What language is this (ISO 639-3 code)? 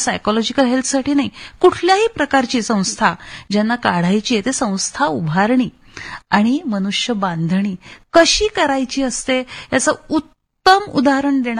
mar